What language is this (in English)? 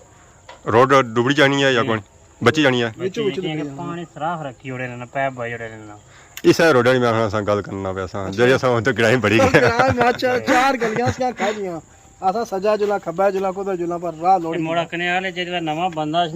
Pahari-Potwari